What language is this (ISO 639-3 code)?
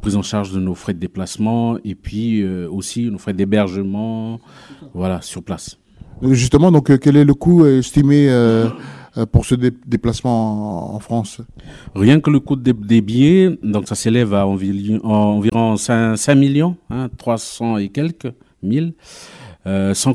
fra